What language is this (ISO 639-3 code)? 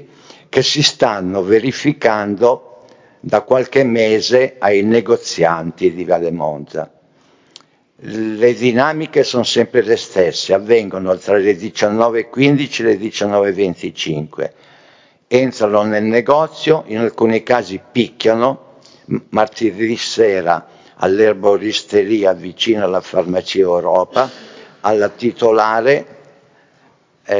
ita